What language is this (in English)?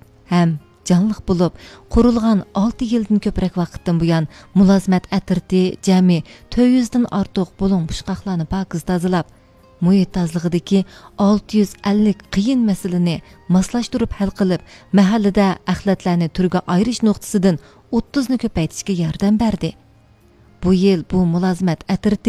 Uyghur